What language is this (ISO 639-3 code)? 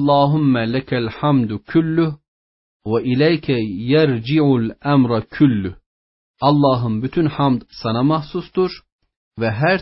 tur